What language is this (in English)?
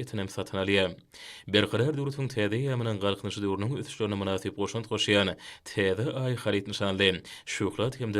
Turkmen